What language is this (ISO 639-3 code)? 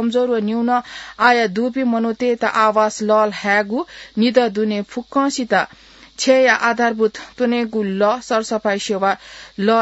new